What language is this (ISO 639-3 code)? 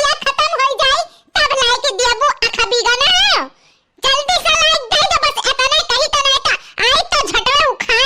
awa